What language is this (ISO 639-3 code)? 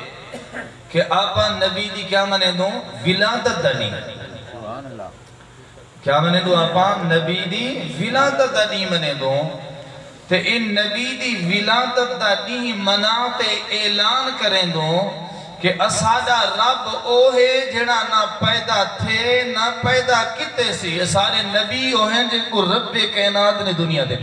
skr